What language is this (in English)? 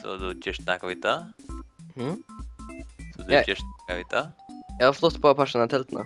Faroese